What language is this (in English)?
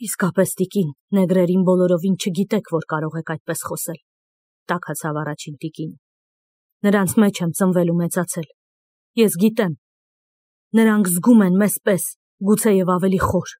Armenian